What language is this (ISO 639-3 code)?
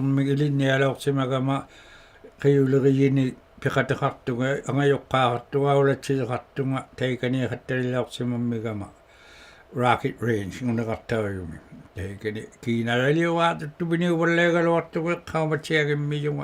iku